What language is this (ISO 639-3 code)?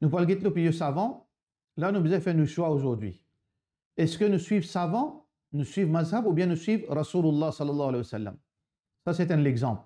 mfe